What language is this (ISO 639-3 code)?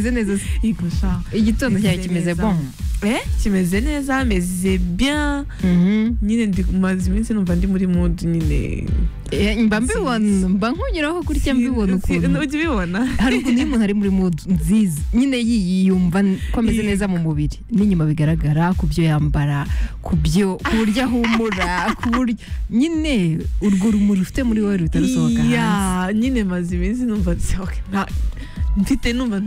kin